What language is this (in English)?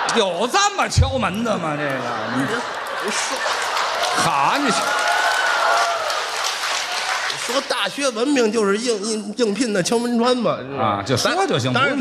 Chinese